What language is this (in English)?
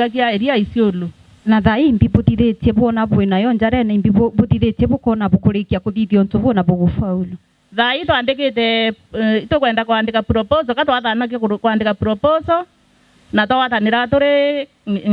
Meru